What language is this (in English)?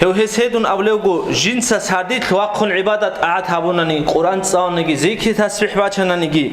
Avaric